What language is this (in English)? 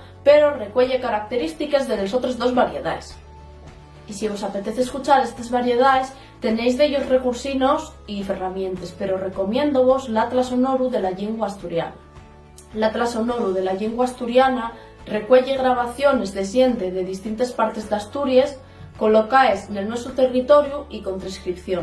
Asturian